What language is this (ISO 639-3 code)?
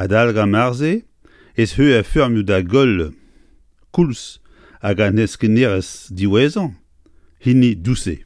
bre